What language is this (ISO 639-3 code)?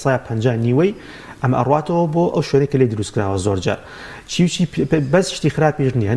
ckb